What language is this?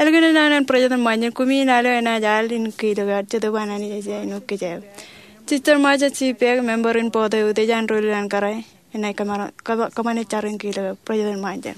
Marshallese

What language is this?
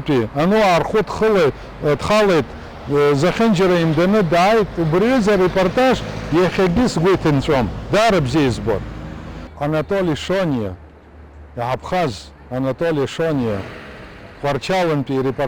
Abkhazian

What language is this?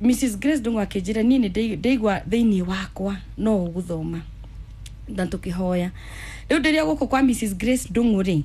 Kikuyu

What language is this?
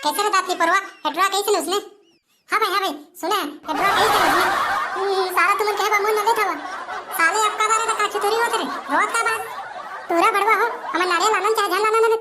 Chhattisgarhi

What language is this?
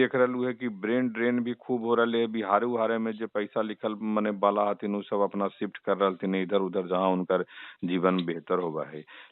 Magahi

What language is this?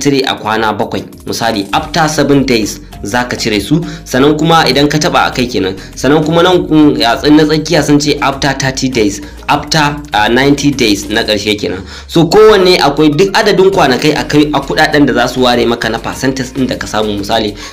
Hausa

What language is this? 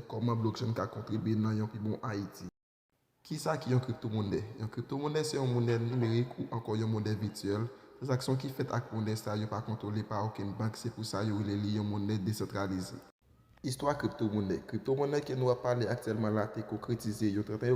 Haitian Creole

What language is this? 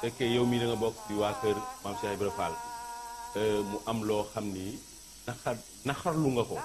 Wolof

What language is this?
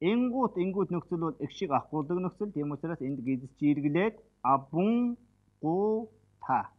Mongolian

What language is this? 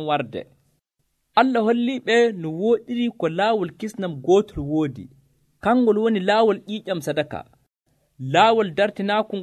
Nigerian Fulfulde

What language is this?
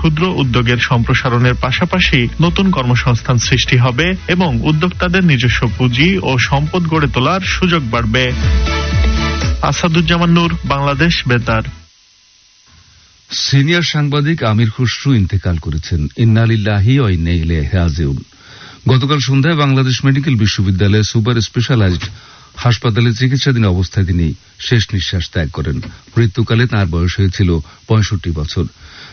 Bangla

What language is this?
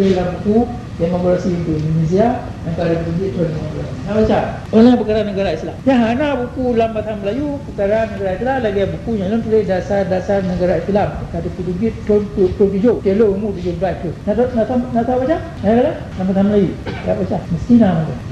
Achinese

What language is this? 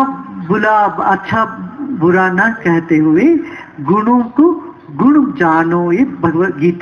Hindi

